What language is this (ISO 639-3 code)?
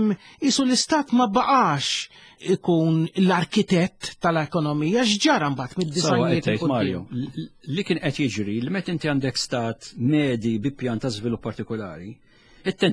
mlt